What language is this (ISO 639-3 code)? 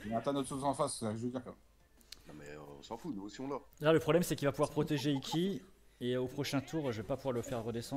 fra